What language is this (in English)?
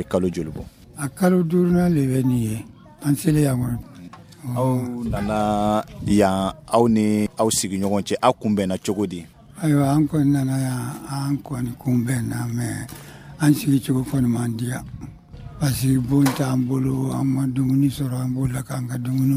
Dyula